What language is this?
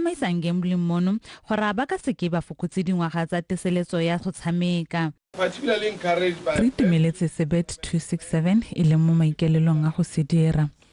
Tswana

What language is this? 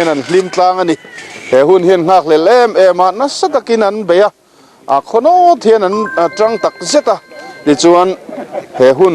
Mizo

